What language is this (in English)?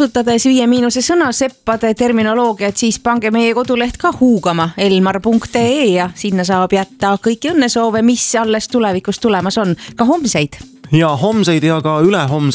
Estonian